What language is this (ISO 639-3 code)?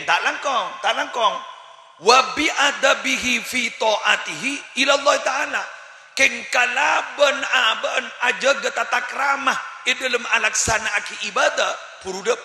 mad